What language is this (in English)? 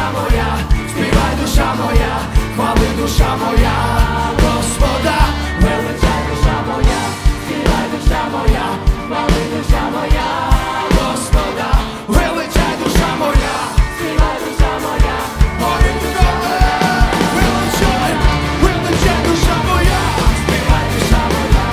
Ukrainian